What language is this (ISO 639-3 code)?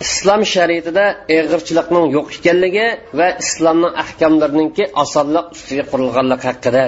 uig